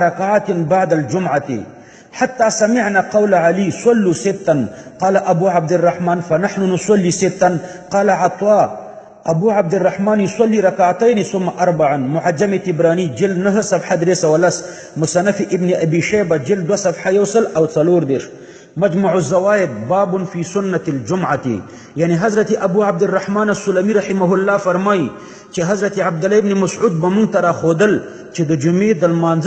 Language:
Pashto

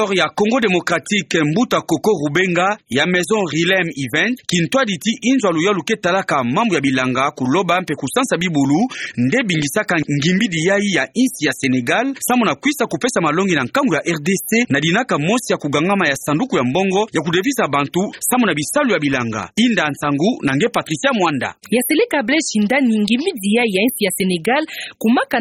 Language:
Kituba (Democratic Republic of Congo)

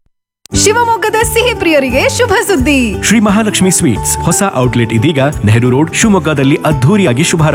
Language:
Kannada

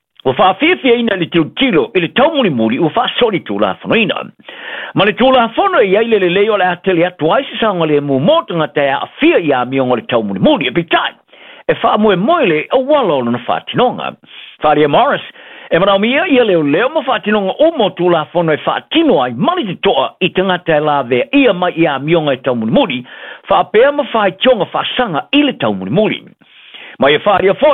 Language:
Samoan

